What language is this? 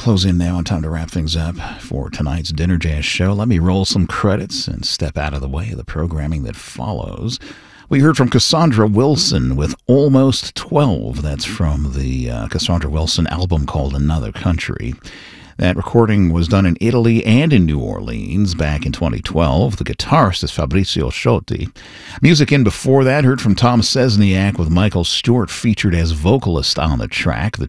English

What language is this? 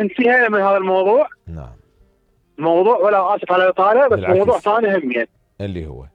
Mesopotamian Arabic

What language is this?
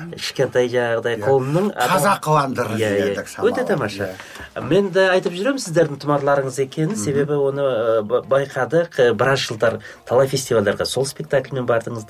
Kazakh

